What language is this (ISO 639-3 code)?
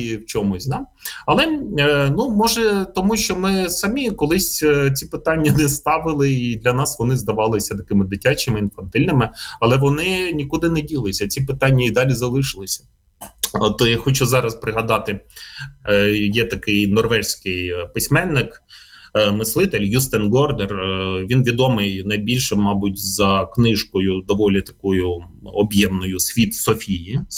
ukr